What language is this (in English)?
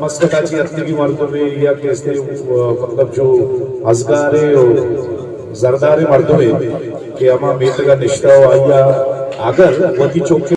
Eastern Balochi